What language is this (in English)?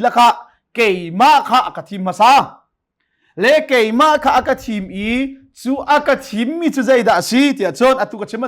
Hakha Chin